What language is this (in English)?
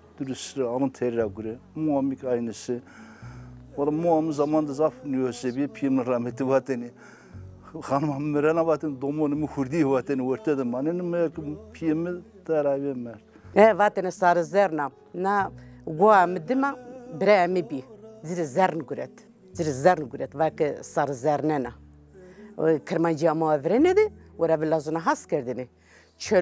Zaza